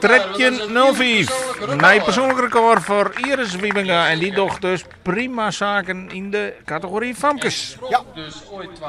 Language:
Western Frisian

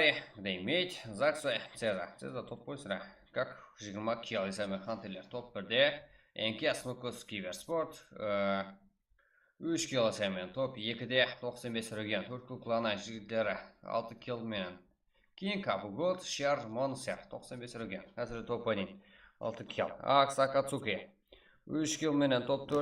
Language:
Kara-Kalpak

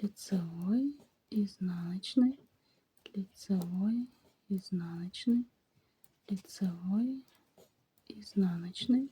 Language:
Kazakh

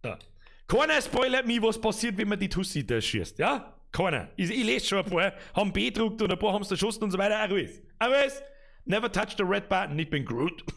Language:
Bavarian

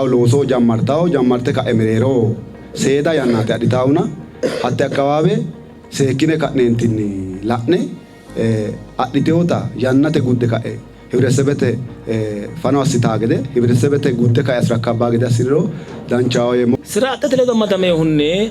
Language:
Sidamo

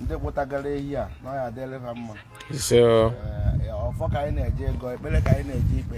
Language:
Igbo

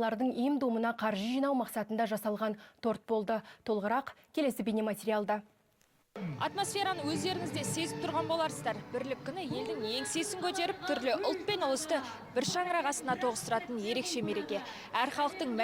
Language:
Kazakh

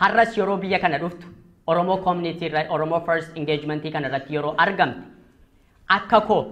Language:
Oromo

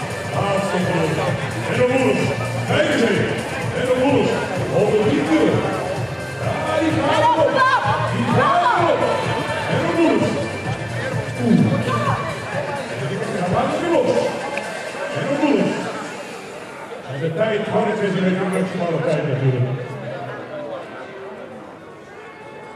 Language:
Dutch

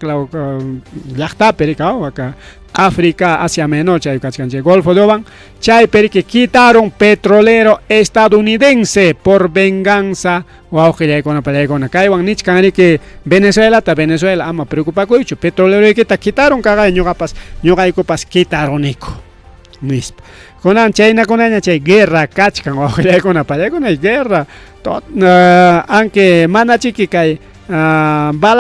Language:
Ayacucho Quechua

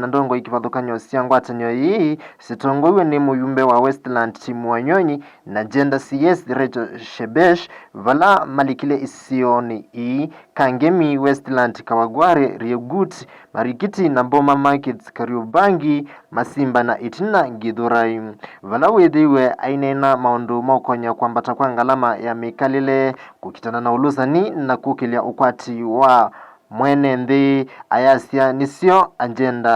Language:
Kamba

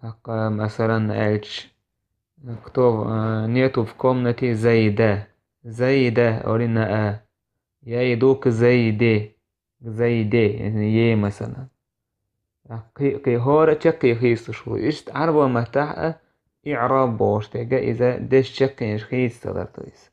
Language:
Chechen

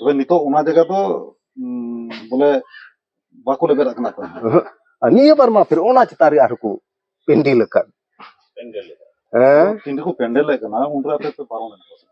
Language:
Santali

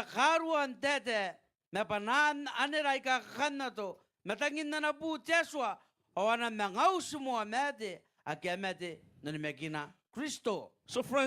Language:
Gilbertese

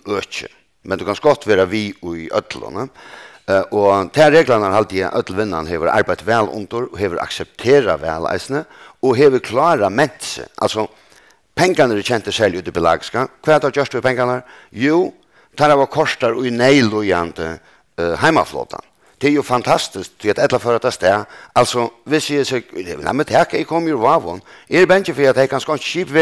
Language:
Faroese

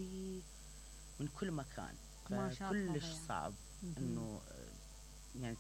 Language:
Mesopotamian Arabic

